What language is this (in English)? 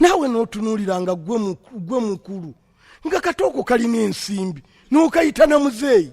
Ganda